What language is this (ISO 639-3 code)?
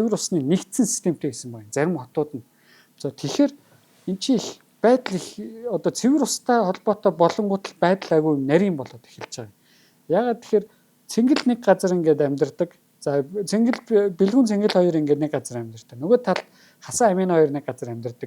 mon